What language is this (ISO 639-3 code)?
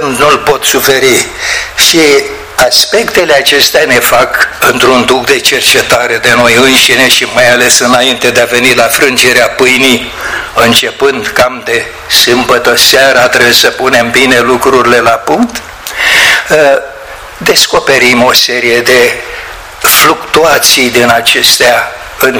ron